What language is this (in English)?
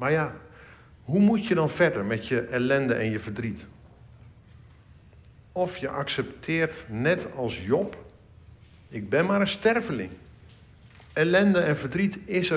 Dutch